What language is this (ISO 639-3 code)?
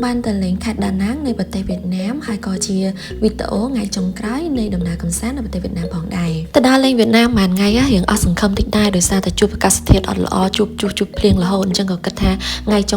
khm